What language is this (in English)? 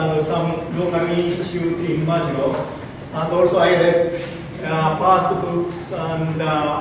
Marshallese